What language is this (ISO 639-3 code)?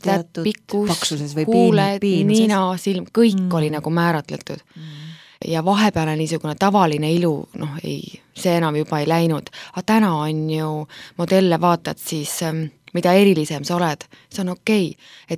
est